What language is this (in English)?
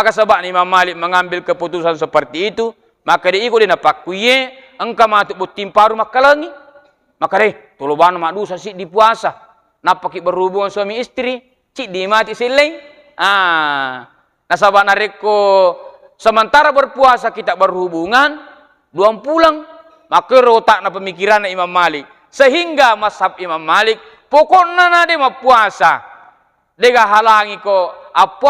Buginese